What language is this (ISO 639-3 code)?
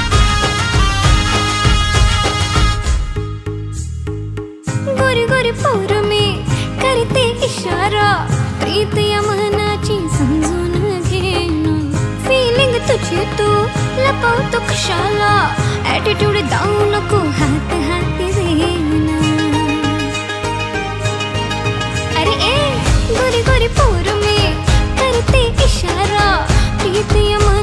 mar